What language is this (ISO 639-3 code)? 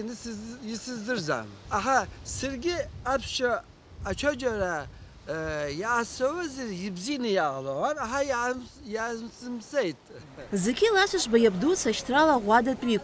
abk